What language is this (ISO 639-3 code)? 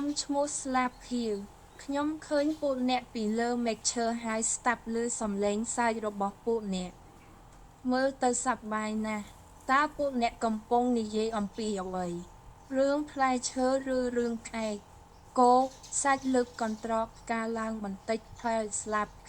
khm